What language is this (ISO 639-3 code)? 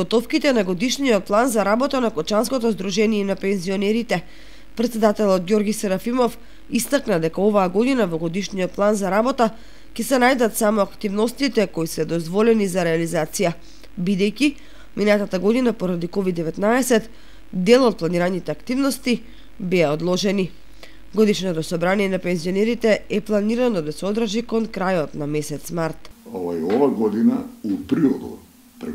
mkd